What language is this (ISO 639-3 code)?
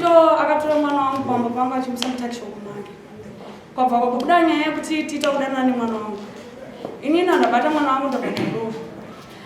sna